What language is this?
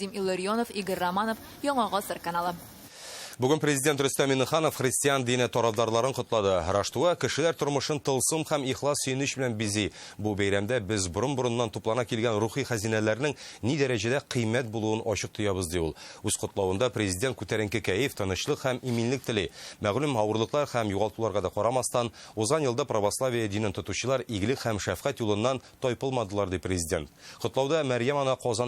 Tatar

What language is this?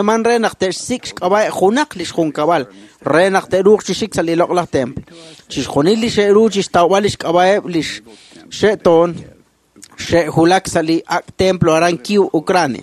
Kekchí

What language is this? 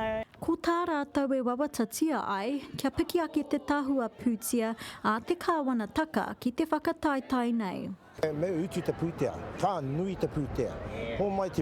Māori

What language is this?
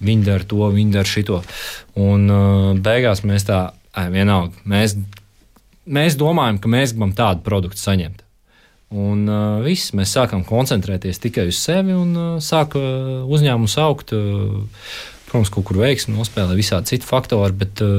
Latvian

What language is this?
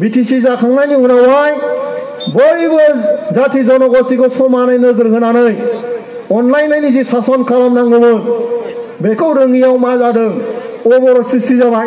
Bodo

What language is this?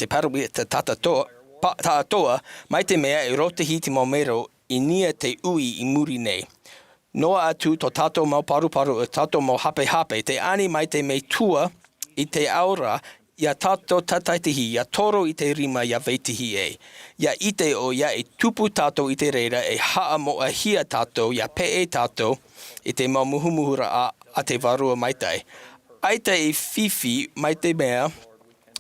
Tahitian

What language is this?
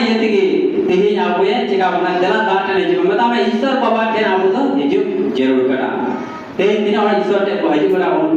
Santali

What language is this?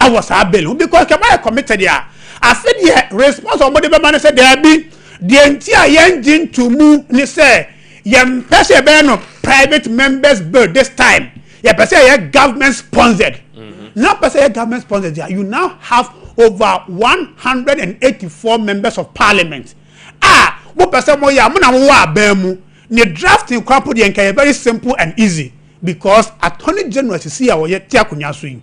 Akan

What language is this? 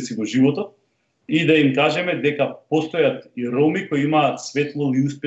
Macedonian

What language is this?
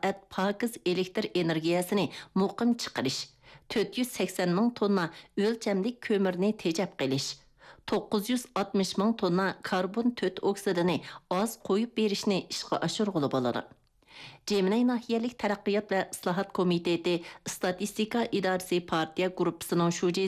Uyghur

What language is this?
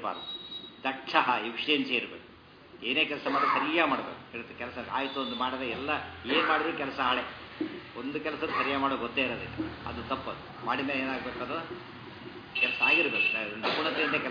Kannada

